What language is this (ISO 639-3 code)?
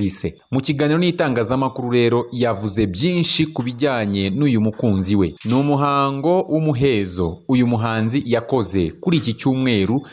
kin